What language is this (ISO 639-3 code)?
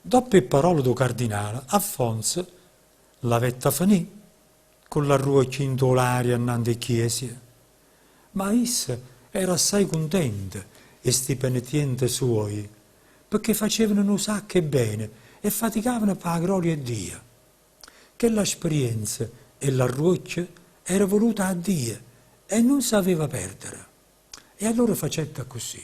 nap